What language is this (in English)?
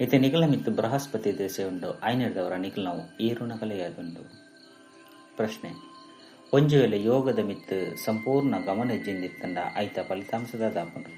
Tulu